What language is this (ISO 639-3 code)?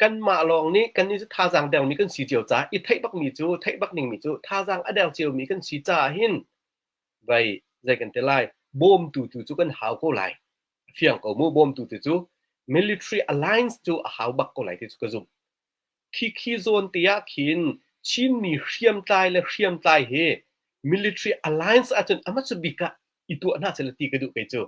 cnh